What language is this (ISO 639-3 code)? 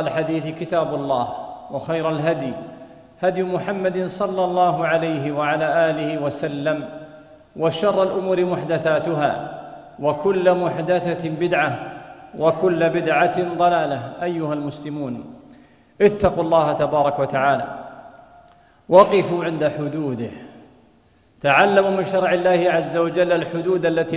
ara